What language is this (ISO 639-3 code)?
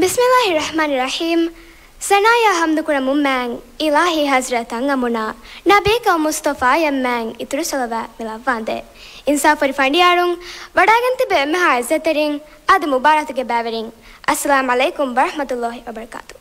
div